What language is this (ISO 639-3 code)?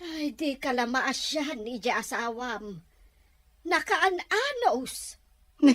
ilo